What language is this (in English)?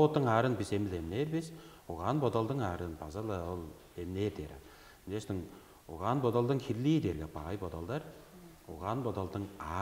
Tuvinian